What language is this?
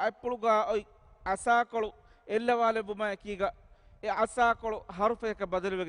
Divehi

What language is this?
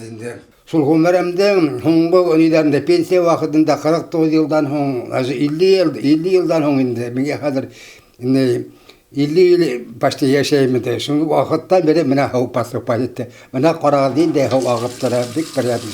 Bashkir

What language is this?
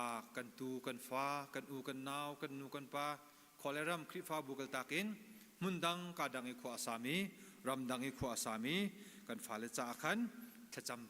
Hakha Chin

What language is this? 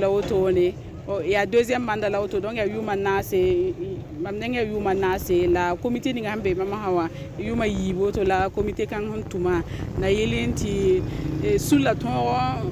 Mossi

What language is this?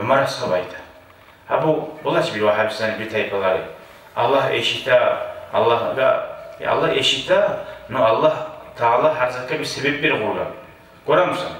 Kumyk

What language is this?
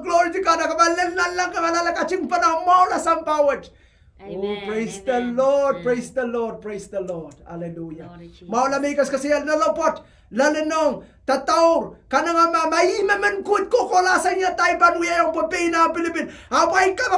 Pohnpeian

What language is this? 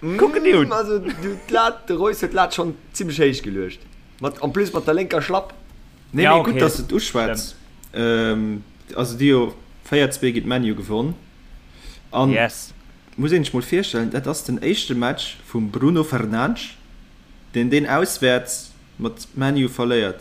Luxembourgish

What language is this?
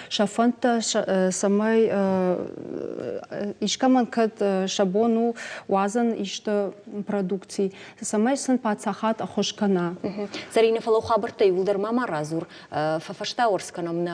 Ossetic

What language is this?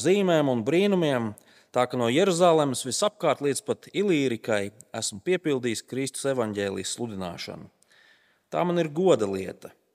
Latvian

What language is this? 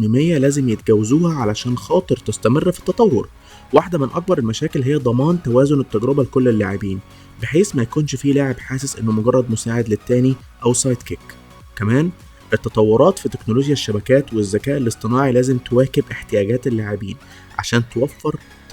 Egyptian Arabic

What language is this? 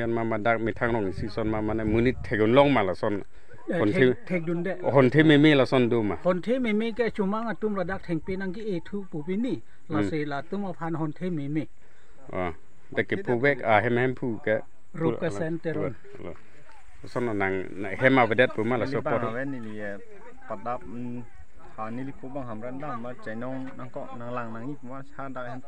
Karbi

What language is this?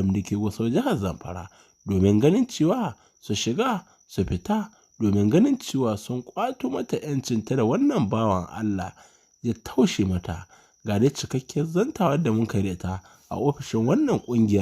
Hausa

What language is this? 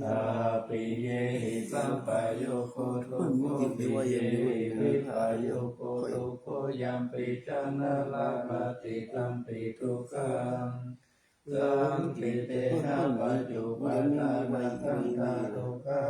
Pali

